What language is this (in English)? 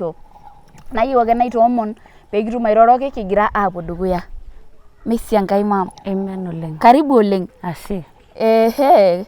Masai